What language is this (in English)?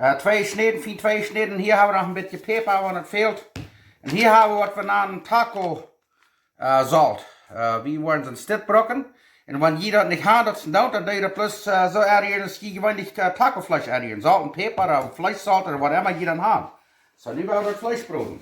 Plautdietsch